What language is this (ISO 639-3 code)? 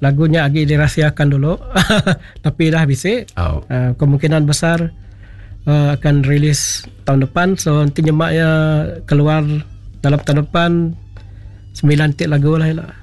iba